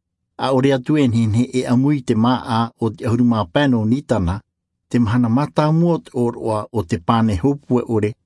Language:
Tahitian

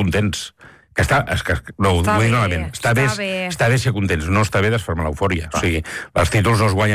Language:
Catalan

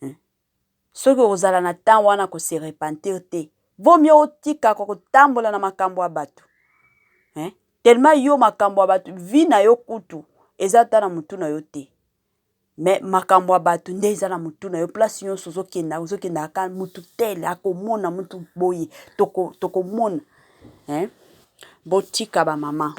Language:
Lingala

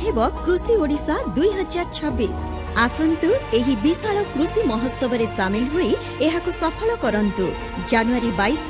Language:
Odia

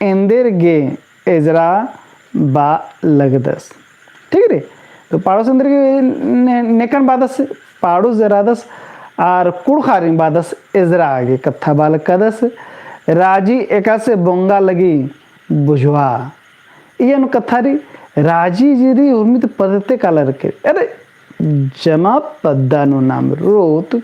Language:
Kurukh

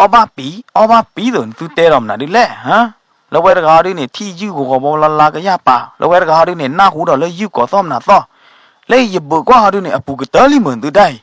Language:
S'gaw Karen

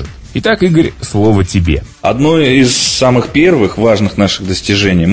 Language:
Russian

